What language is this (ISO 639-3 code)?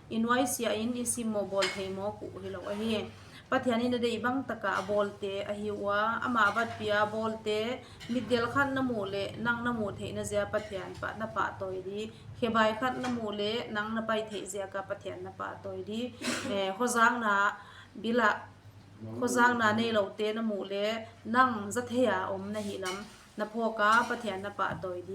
pck